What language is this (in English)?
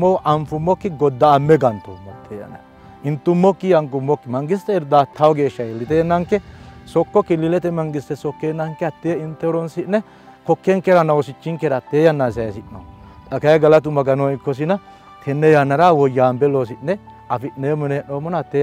Sidamo